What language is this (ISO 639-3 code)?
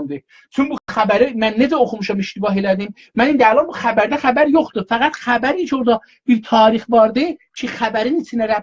azb